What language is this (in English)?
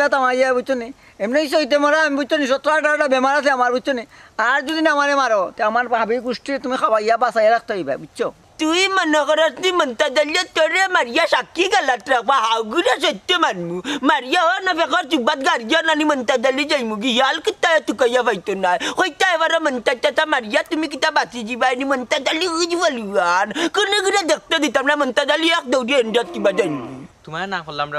Sylheti